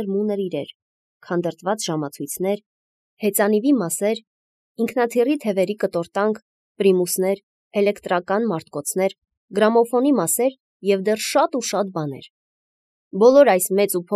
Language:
Armenian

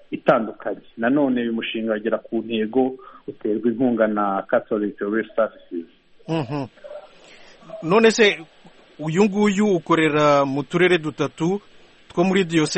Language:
Kinyarwanda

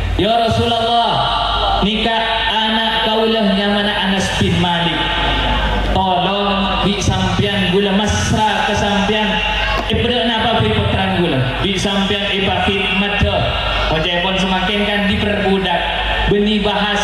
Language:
Madurese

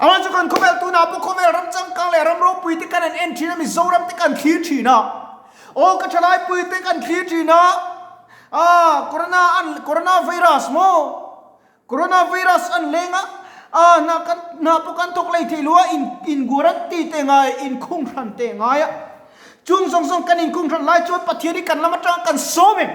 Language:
Mizo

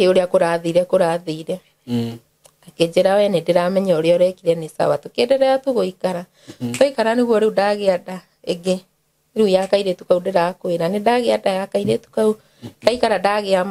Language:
Kikuyu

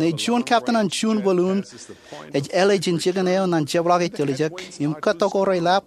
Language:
Marshallese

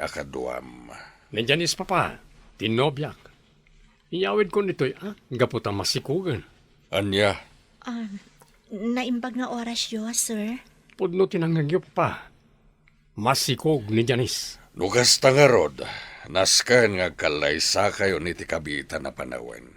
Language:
Iloko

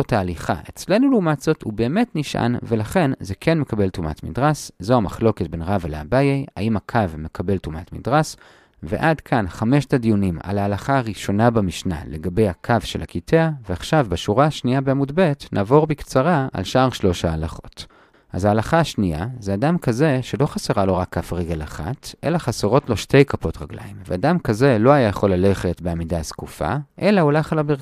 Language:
Hebrew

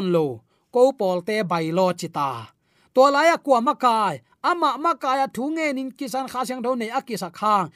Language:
Tedim Chin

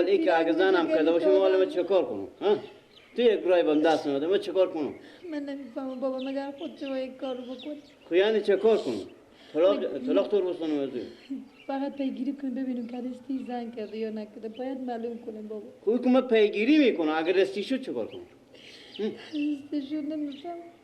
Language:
Persian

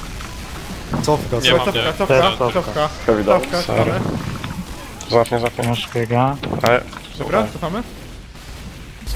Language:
Polish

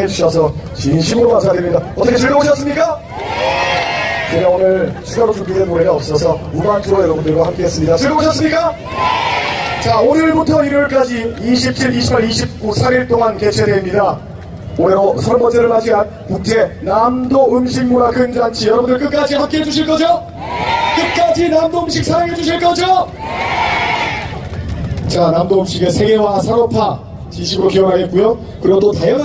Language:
Korean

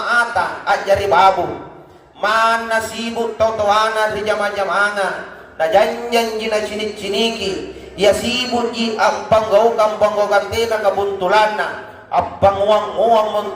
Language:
Makasar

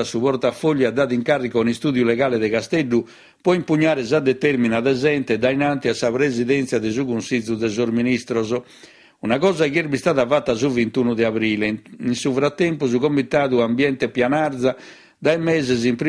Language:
Sardinian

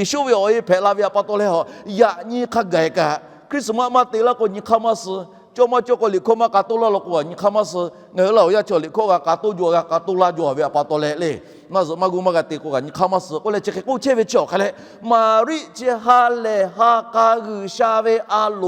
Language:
Lahu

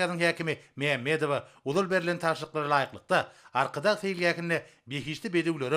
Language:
Turkmen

